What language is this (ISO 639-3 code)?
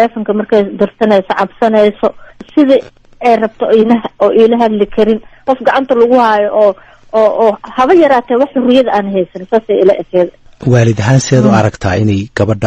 som